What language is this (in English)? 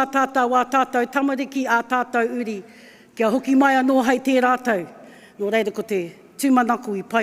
Māori